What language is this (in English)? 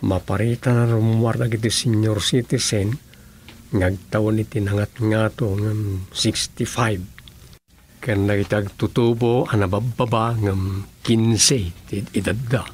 Iloko